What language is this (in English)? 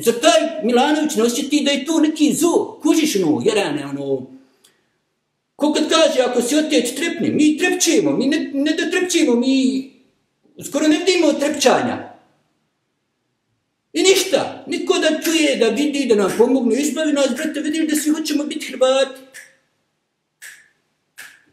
Bosnian